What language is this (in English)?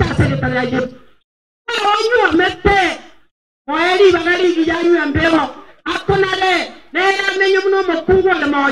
Gusii